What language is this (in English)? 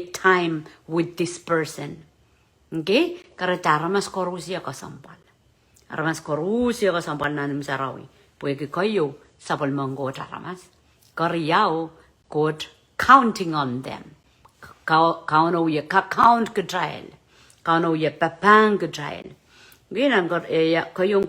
Pohnpeian